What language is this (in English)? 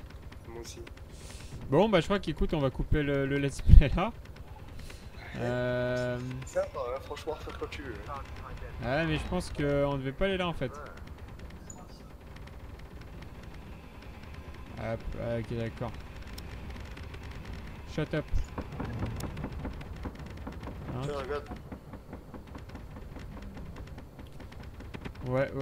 French